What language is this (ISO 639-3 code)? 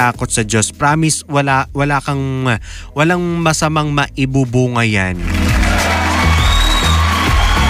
fil